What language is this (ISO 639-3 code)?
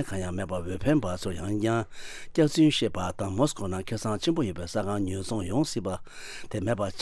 bod